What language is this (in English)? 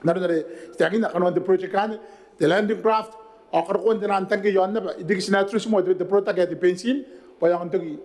Gilbertese